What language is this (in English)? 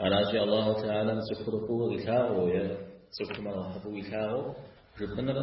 Kabardian